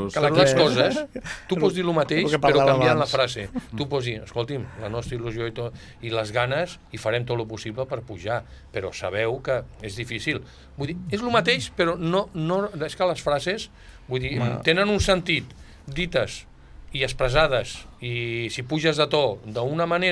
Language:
Catalan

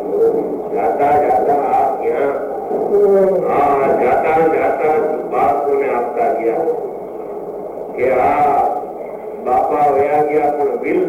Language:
Gujarati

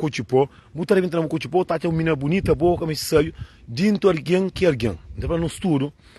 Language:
Kabuverdianu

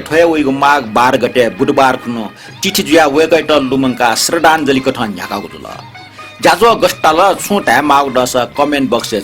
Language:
Newari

